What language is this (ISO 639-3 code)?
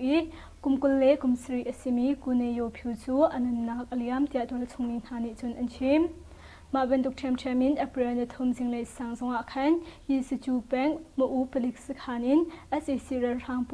cnh